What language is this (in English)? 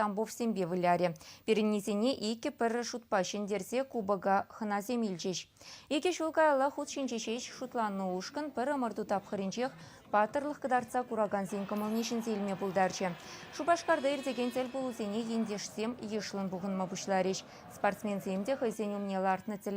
Chuvash